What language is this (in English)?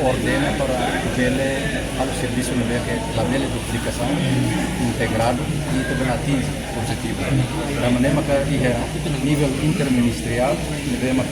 Tetum